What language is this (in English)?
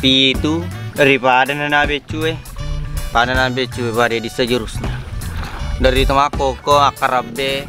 Buginese